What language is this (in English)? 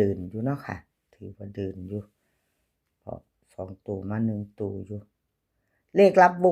Northeastern Thai